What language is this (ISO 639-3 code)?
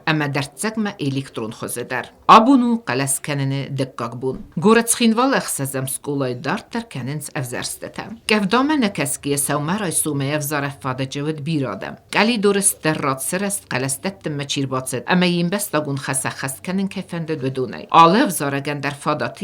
oss